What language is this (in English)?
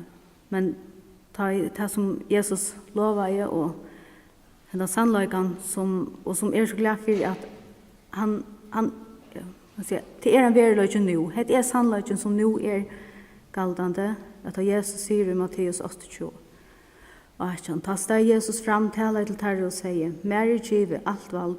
Faroese